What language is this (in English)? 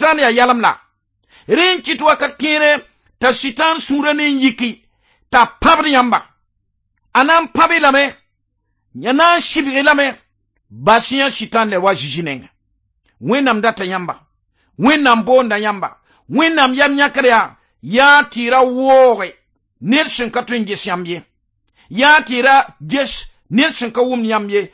Mossi